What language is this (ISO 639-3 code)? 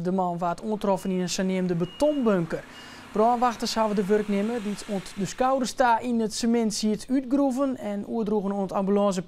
fry